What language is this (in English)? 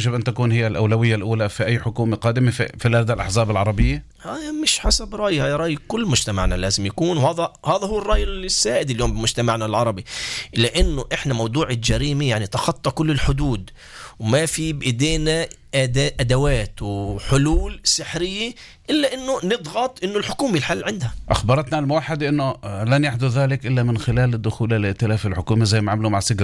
North Levantine Arabic